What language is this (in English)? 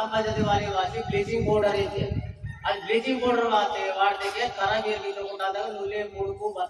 Aheri Gondi